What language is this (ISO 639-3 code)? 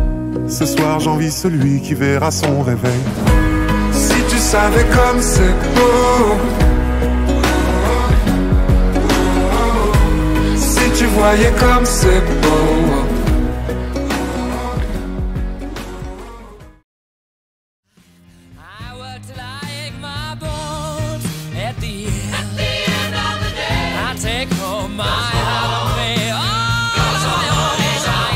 fra